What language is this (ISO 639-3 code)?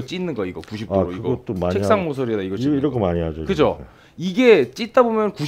kor